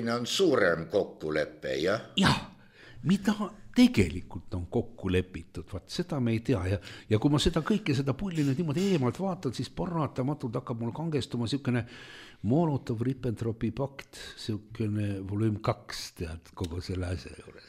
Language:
Estonian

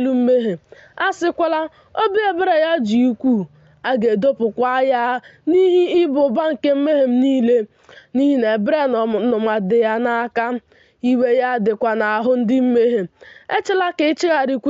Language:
Igbo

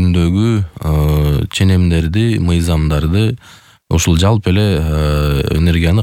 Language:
Kyrgyz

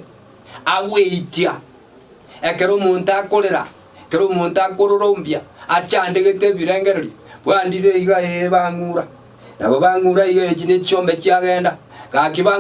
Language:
Gusii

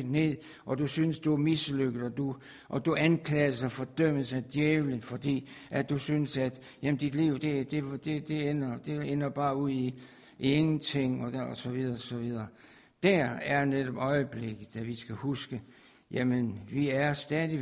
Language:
Danish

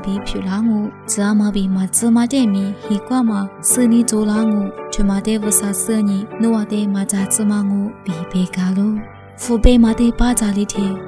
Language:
Lisu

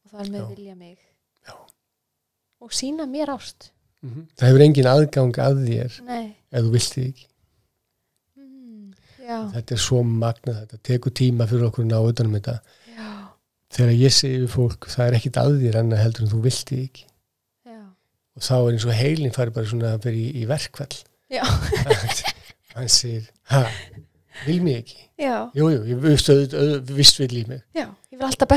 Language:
Icelandic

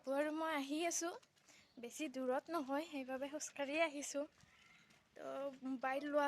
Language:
Assamese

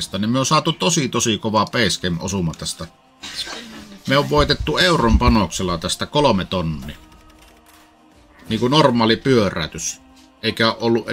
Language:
Finnish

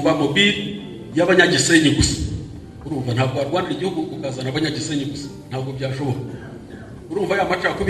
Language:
Kinyarwanda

